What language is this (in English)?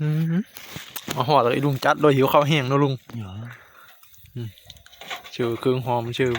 Northeastern Thai